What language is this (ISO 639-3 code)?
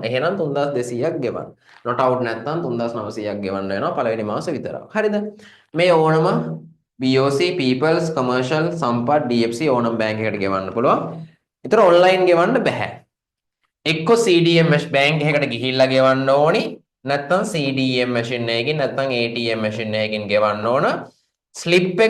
sin